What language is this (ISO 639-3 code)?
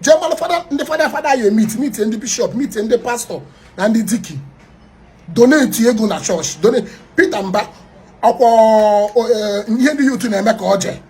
ibo